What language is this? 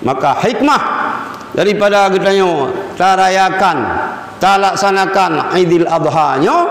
Achinese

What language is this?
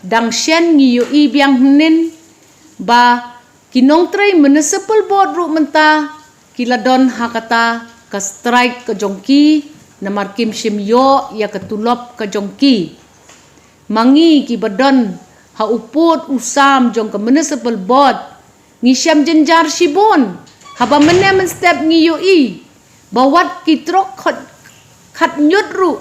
Khasi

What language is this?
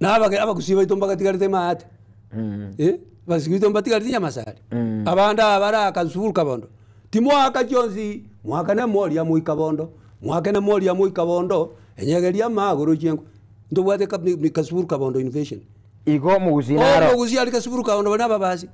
Gusii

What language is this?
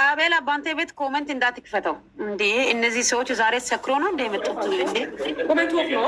Amharic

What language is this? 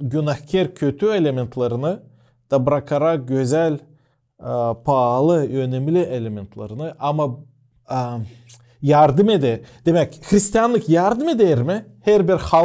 Gagauz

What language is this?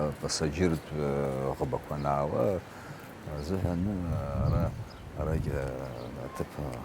Abkhazian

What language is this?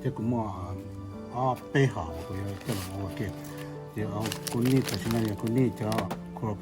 Hmong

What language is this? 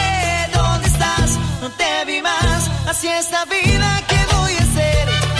Spanish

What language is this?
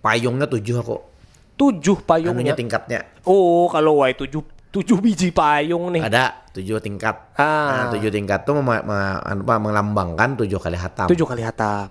Banjar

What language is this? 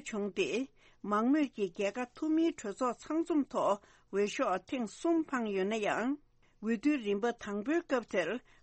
Tibetan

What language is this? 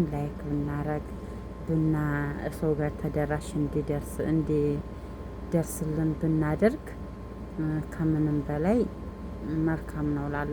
Amharic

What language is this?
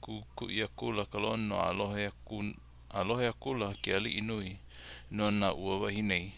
Hawaiian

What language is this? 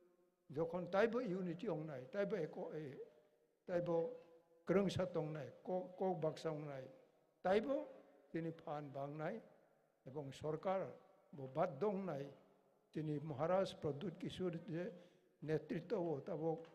Kok Borok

